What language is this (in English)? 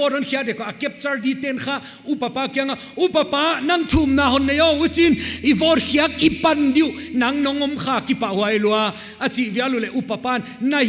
Paite Chin